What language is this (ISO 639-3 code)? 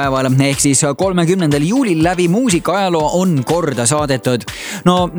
est